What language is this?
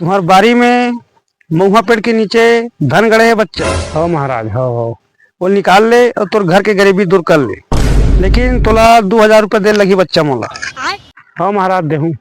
Chhattisgarhi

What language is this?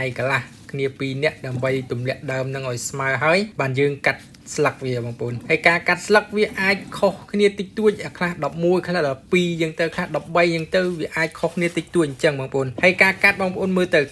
Khmer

